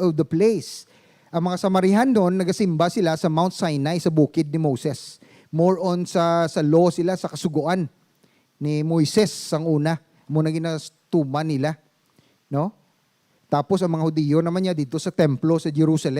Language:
Hiligaynon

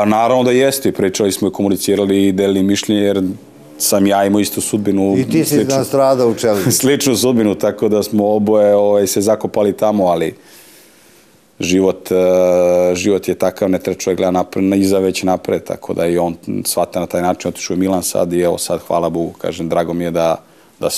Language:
Serbian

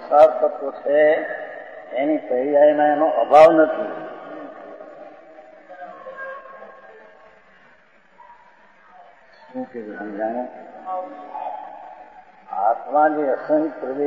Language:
Gujarati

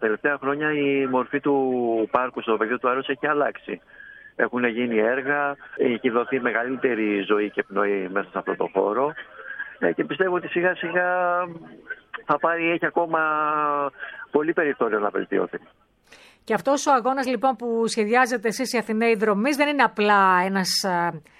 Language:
Greek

